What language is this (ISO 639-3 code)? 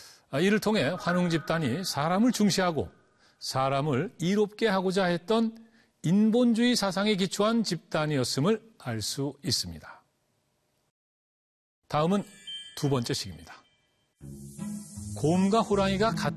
kor